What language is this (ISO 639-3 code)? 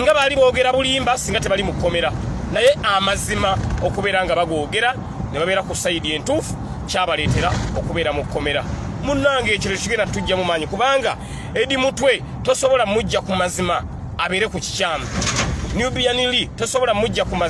lug